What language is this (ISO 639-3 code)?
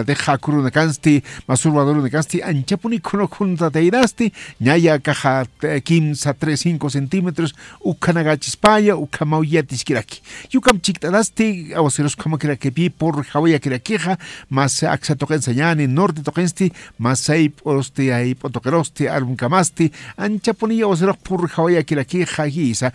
aym